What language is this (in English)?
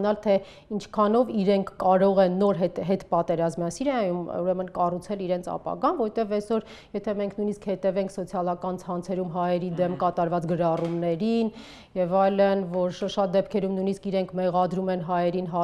Armenian